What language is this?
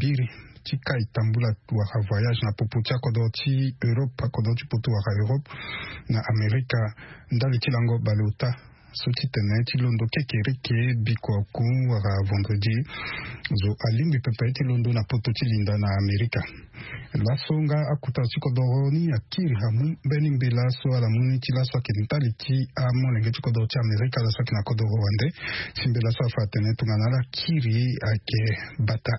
Sango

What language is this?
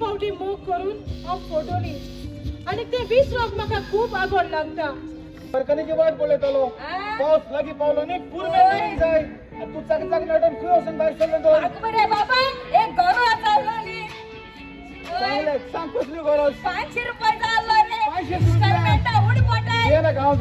Konkani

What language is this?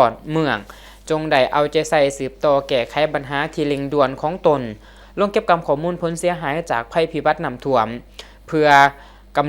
Lao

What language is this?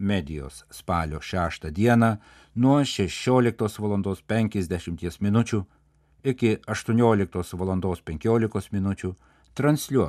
Lithuanian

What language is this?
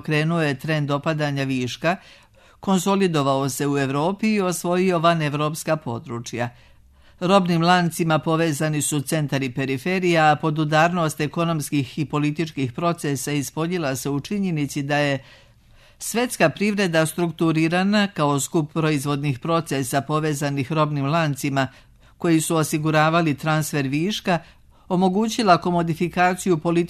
Serbian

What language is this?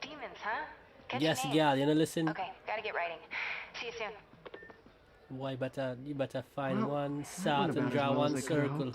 Jamaican Creole English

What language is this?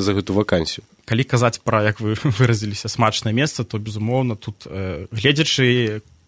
Belarusian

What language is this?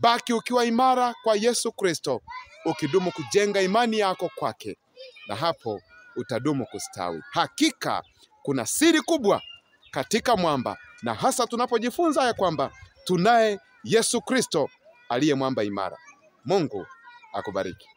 Swahili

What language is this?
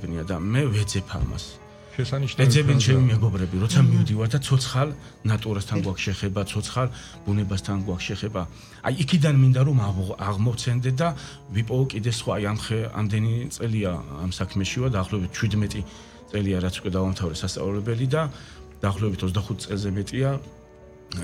Georgian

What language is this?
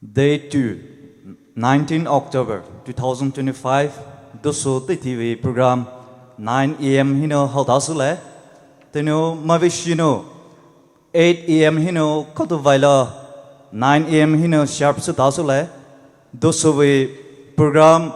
Poumei Naga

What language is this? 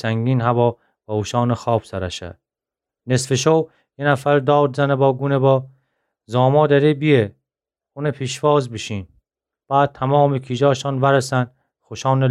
Gilaki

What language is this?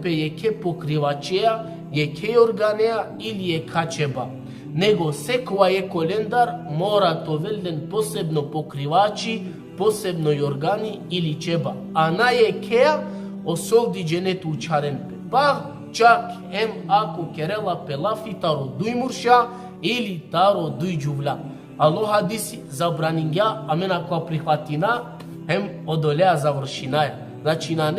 Balkan Romani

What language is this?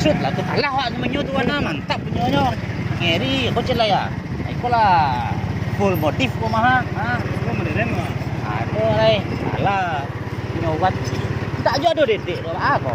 Minangkabau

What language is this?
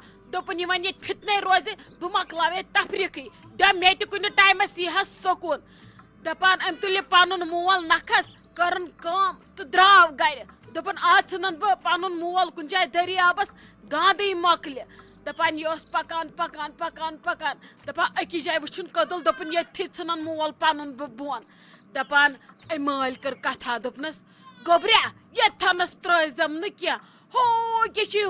Kashmiri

